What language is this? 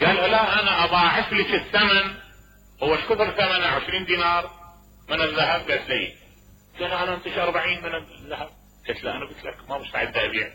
Mesopotamian Arabic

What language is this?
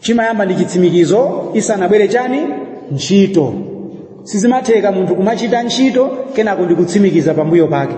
Nyanja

